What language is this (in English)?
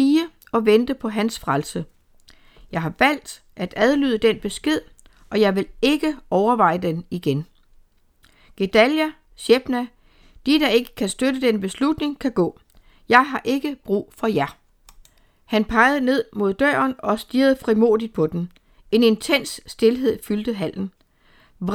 Danish